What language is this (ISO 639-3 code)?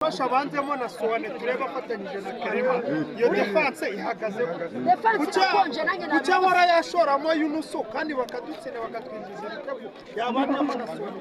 kin